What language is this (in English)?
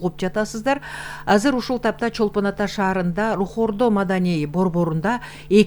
Kyrgyz